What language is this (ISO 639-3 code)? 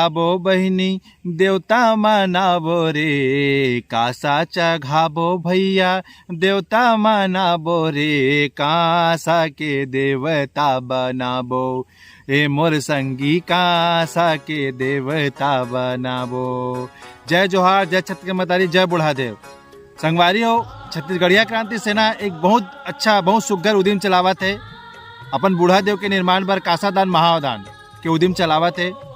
hne